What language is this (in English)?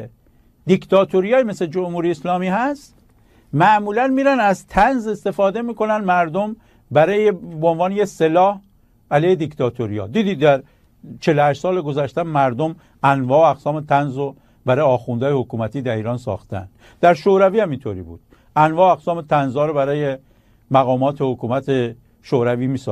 Persian